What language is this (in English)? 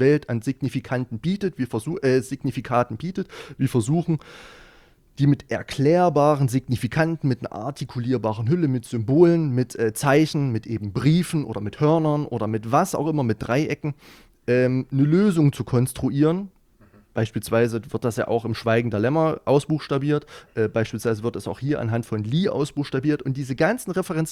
German